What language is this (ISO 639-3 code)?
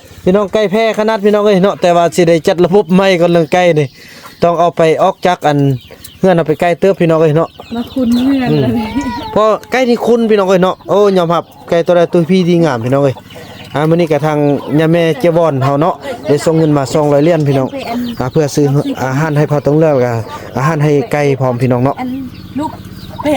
tts